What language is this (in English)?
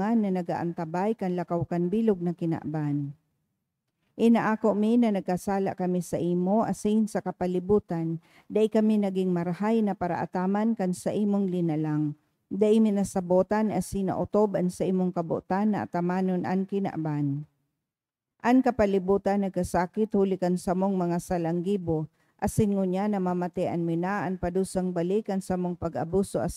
Bikol